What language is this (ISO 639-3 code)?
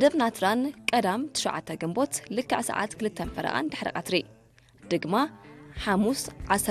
tir